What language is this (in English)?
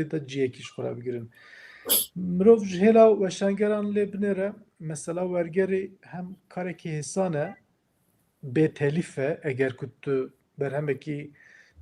Kurdish